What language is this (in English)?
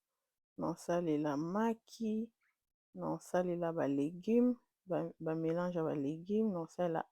Lingala